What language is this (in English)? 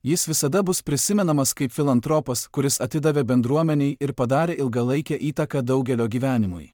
Lithuanian